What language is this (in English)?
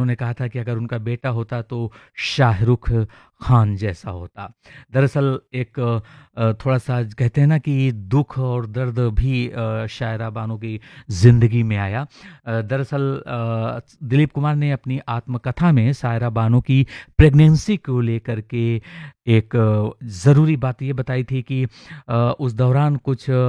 Hindi